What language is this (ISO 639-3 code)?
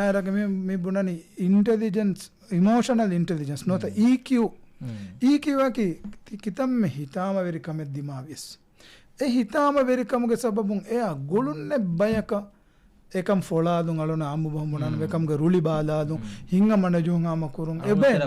div